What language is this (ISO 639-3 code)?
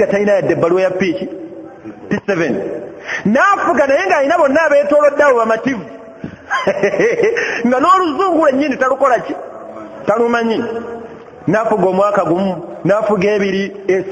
lug